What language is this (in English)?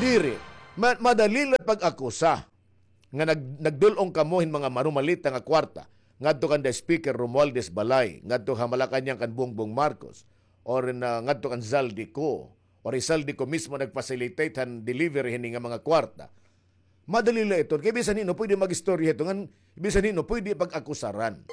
Waray